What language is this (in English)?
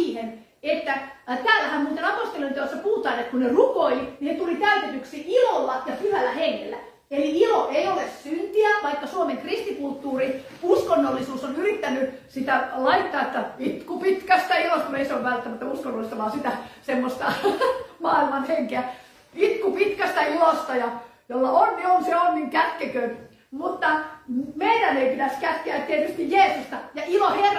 Finnish